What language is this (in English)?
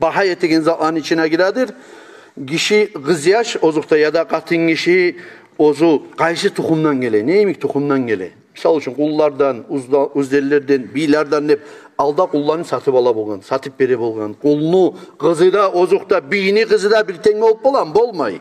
Kumyk